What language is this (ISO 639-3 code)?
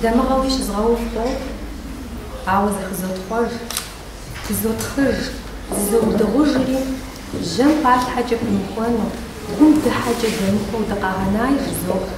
kbd